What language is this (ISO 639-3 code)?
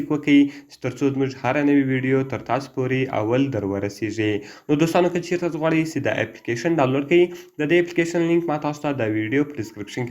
pus